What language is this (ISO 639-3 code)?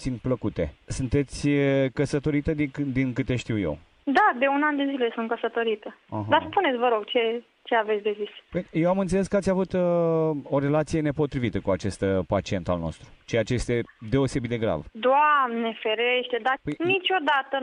ron